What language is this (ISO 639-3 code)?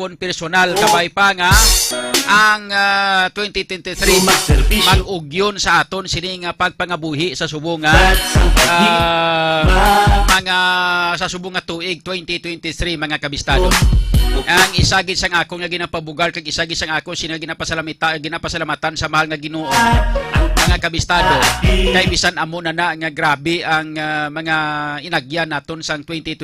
hil